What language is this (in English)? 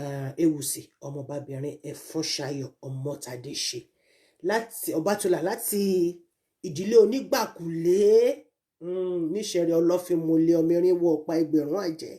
Yoruba